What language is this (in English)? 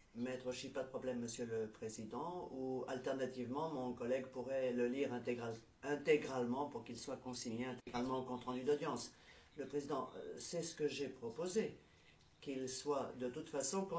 French